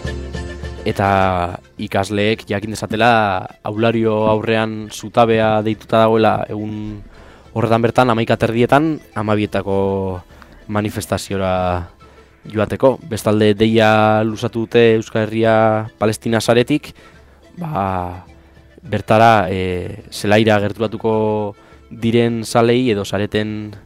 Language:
Basque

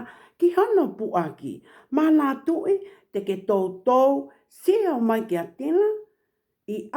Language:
Tongan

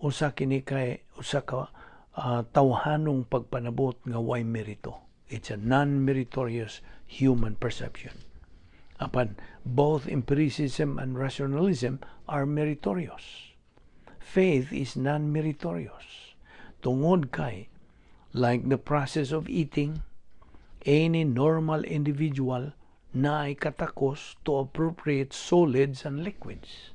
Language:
Cebuano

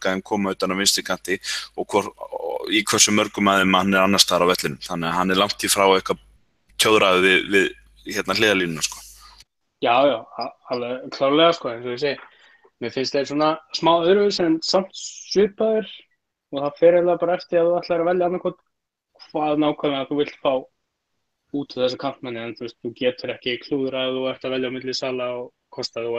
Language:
Icelandic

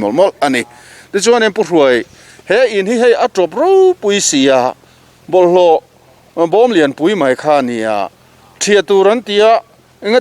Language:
Mizo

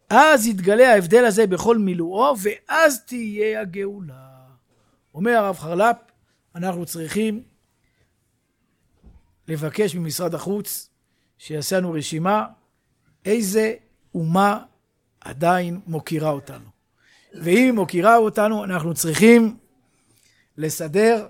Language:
Hebrew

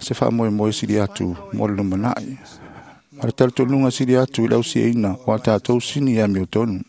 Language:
Samoan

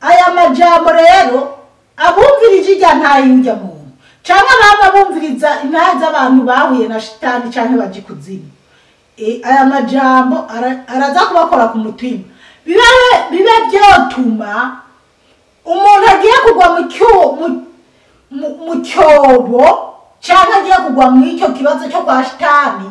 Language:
Rundi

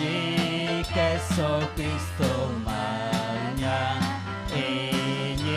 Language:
Ayacucho Quechua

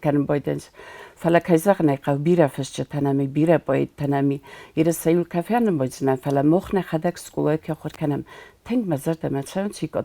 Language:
Ossetic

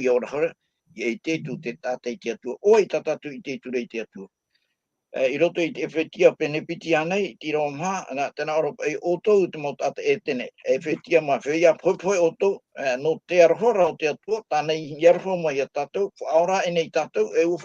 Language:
Tahitian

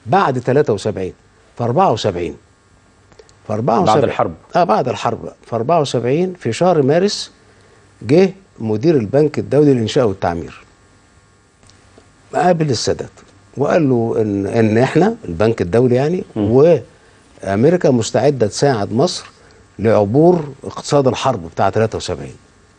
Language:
Egyptian Arabic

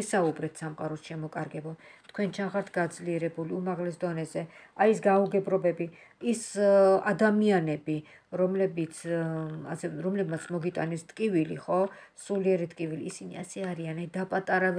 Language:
Georgian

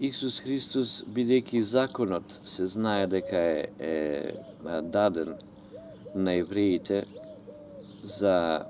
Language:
Macedonian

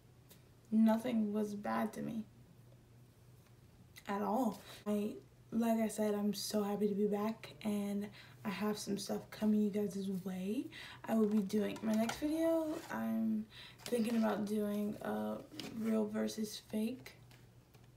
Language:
English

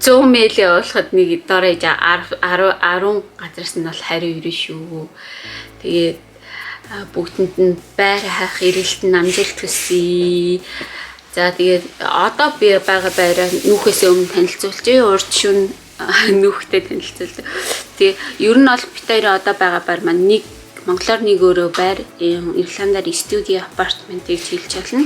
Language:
Mongolian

